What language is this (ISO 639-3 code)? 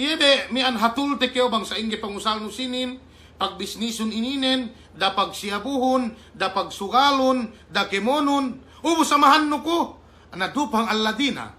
yka